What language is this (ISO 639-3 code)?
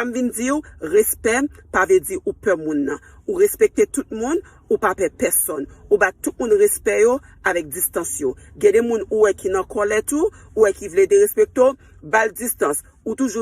hat